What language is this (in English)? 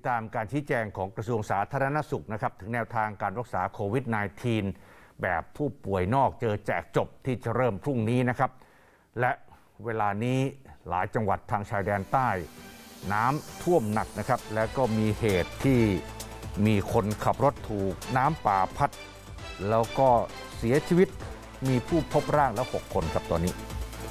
Thai